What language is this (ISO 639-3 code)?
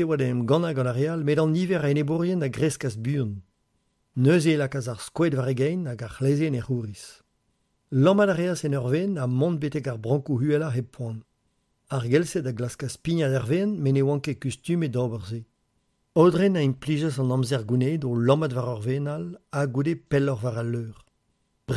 bre